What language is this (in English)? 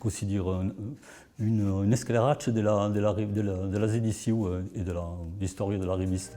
Occitan